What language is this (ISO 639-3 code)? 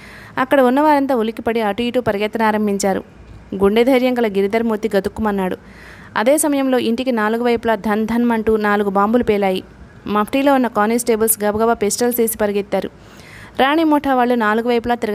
tel